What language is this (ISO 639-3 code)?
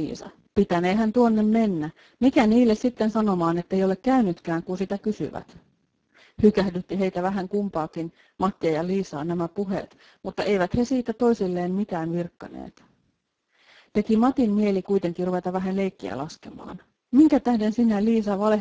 fin